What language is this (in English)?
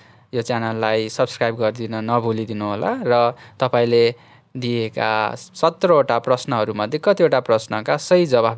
Nepali